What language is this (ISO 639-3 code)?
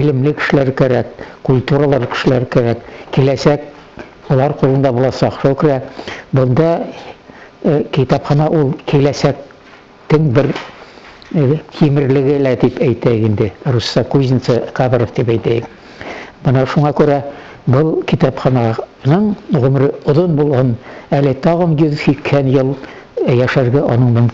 bak